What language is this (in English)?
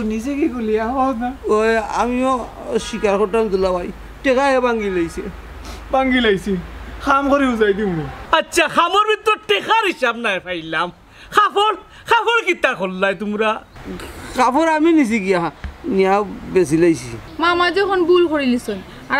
Sylheti